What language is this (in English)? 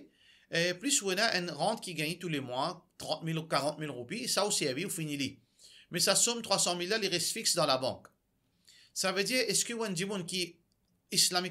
Morisyen